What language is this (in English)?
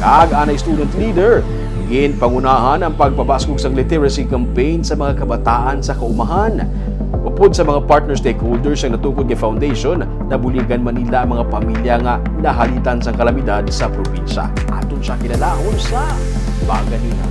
Hiligaynon